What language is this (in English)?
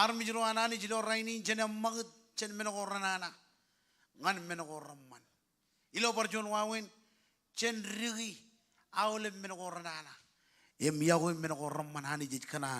Marshallese